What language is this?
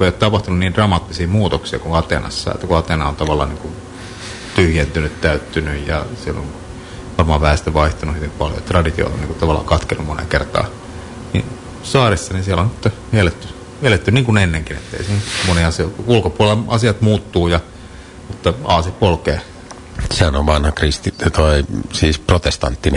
Finnish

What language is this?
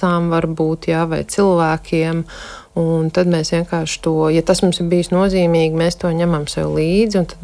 Latvian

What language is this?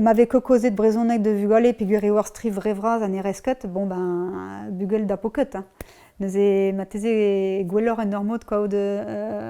Breton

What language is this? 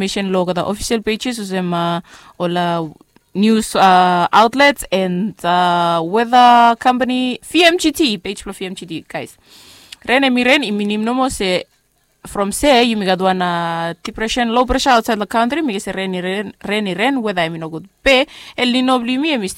Bislama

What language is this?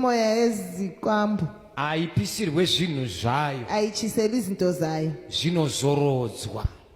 Shona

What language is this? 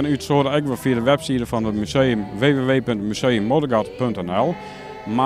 Western Frisian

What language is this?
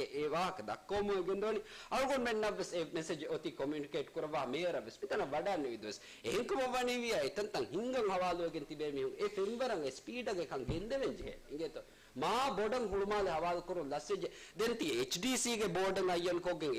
Divehi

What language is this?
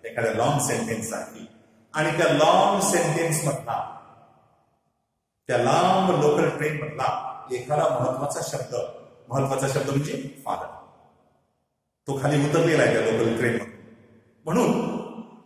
Marathi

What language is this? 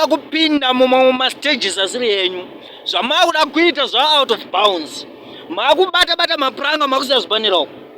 Shona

